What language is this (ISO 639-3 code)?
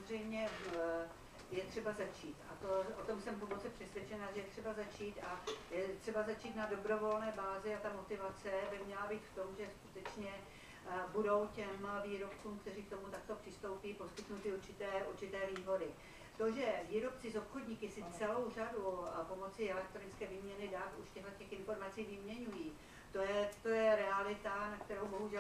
ces